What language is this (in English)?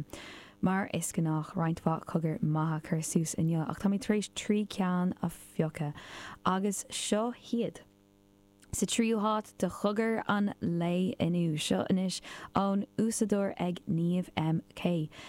Irish